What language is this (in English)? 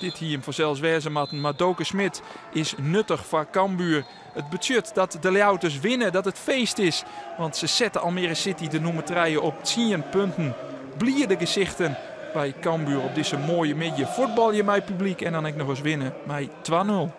Western Frisian